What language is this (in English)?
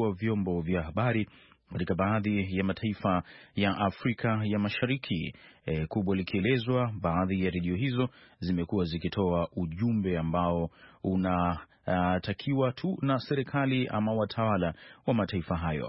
Swahili